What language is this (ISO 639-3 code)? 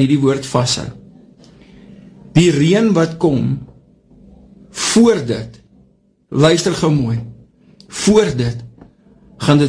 afr